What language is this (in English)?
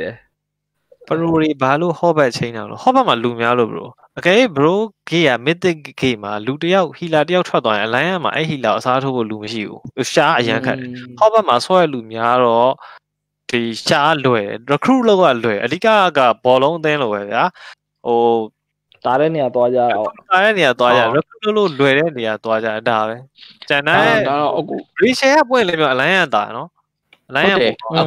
Burmese